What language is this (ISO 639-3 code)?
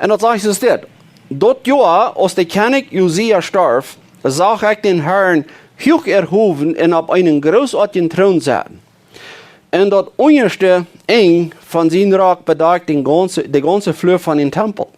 pdt